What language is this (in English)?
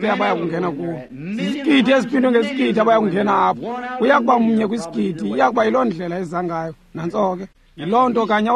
Xhosa